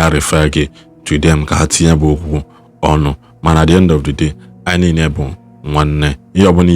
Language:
Igbo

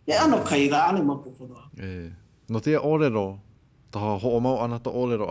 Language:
Hawaiian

